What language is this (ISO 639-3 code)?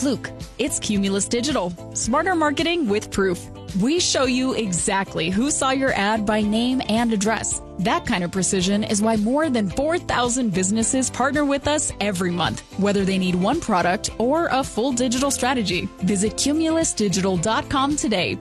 eng